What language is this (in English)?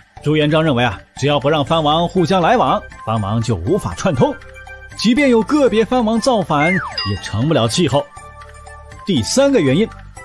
Chinese